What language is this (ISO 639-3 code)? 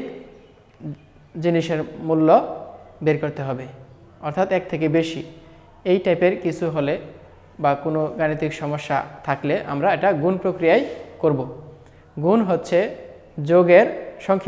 ben